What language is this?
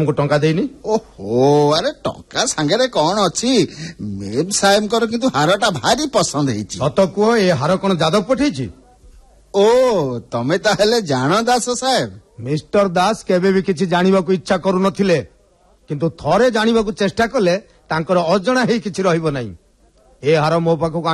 Odia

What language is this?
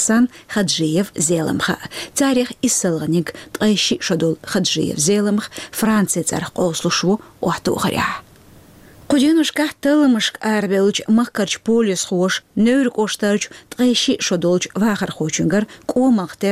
Chechen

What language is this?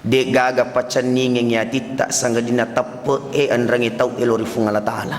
Buginese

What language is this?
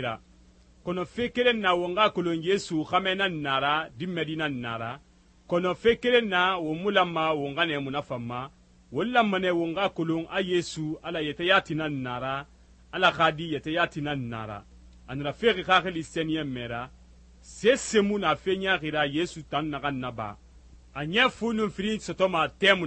Susu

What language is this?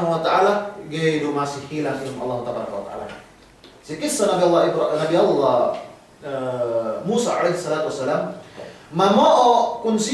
Yakan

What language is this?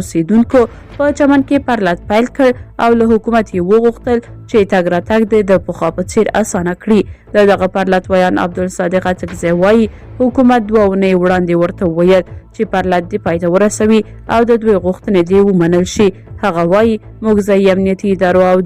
Pashto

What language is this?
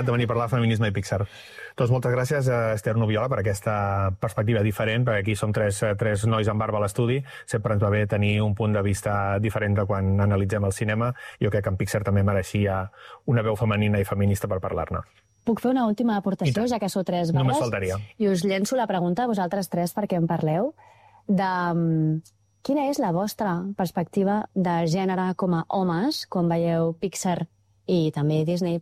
Catalan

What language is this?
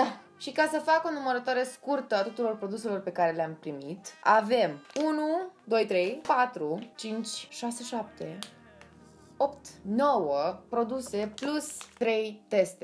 Romanian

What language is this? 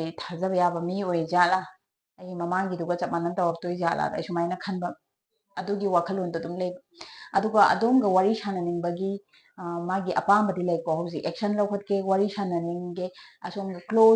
Manipuri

